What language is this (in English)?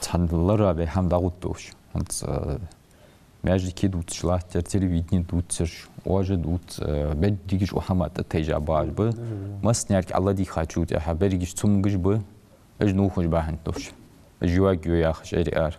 Ingush